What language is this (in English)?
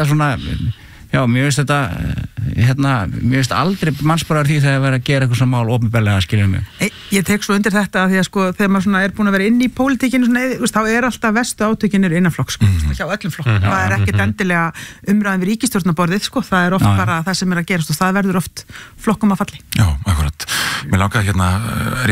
Icelandic